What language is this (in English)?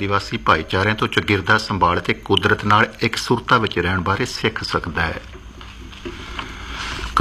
Punjabi